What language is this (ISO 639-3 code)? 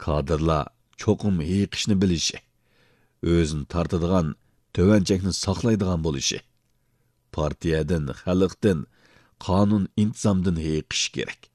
uig